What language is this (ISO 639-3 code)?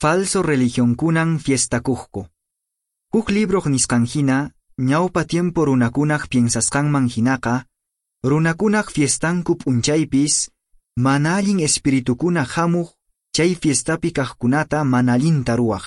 que